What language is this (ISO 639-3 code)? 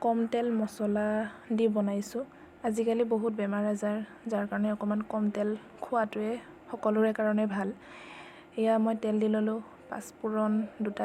asm